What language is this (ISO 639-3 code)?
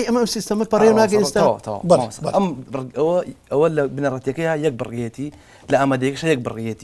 ckb